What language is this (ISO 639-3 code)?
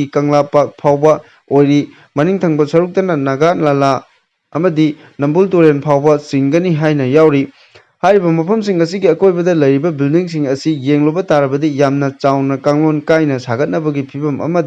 mni